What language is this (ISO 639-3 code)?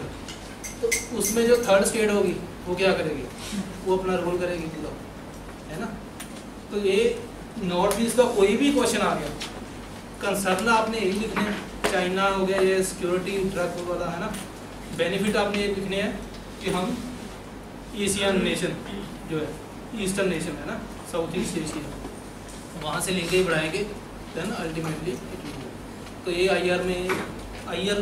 hin